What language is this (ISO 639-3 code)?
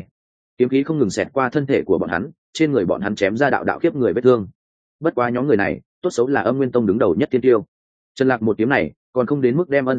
vie